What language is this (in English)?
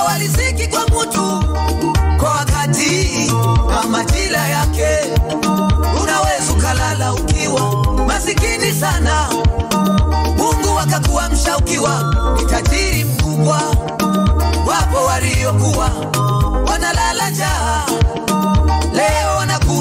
Swahili